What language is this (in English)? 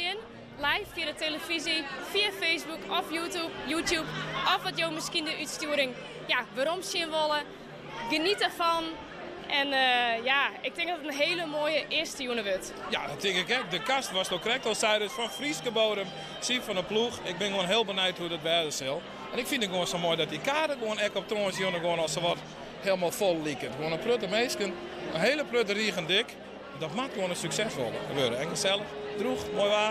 Western Frisian